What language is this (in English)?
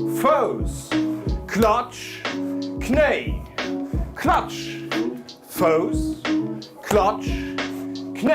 Luxembourgish